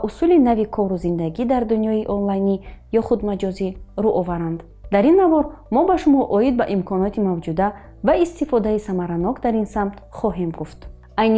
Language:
Tajik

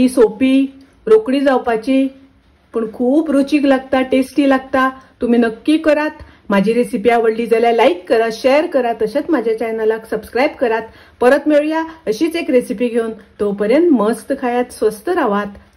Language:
Konkani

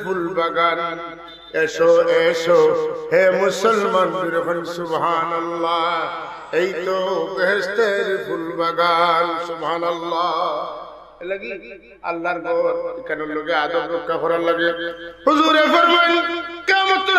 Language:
Sylheti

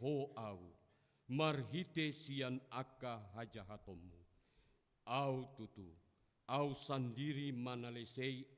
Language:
Batak Toba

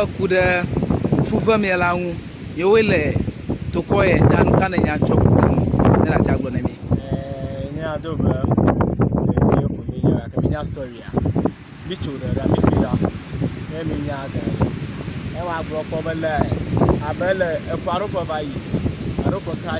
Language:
Ewe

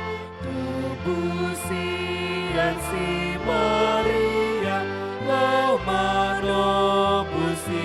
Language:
Batak Toba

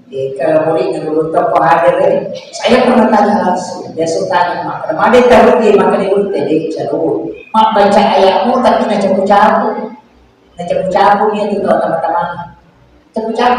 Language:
Buginese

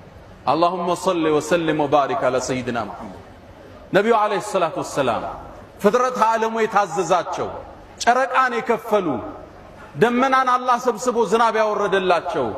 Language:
Amharic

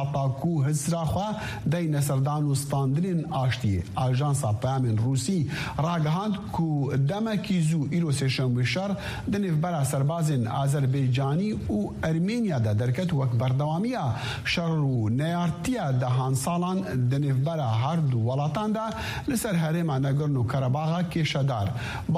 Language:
Kurdish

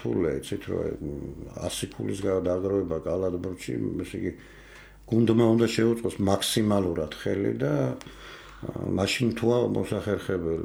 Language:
Georgian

